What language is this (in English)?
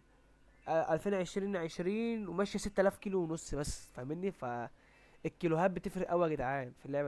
Egyptian Arabic